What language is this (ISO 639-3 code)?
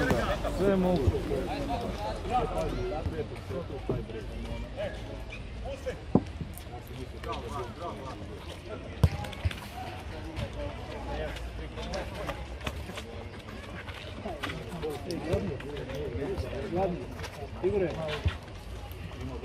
hrv